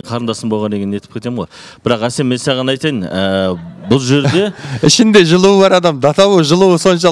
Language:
Kazakh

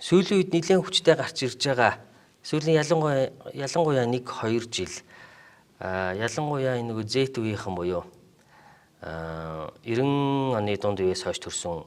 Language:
Mongolian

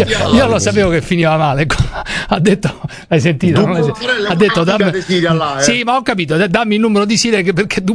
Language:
Italian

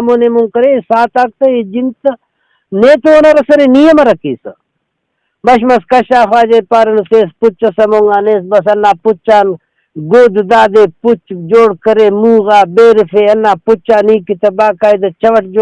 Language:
Brahui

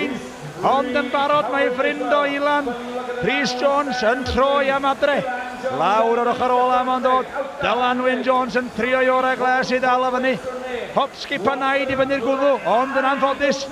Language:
Welsh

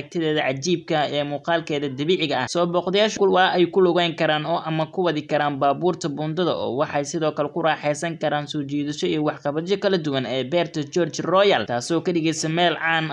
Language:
Somali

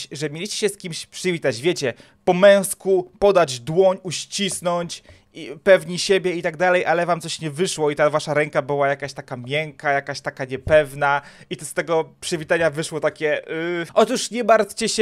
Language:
Polish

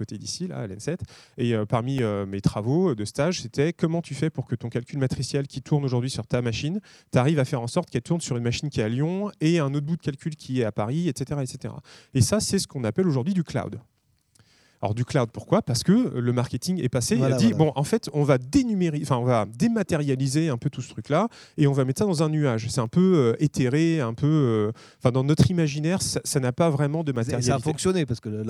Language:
French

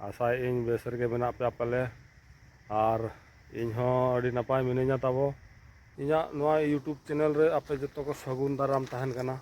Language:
Santali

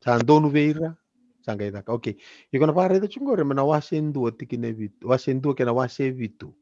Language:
Fijian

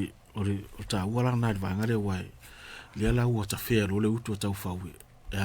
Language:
Samoan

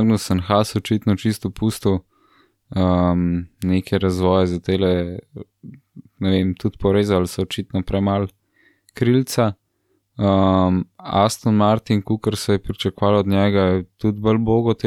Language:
Slovenian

